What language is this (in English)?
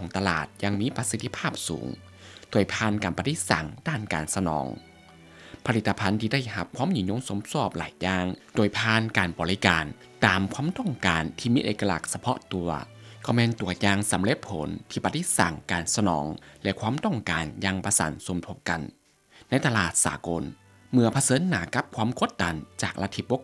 Lao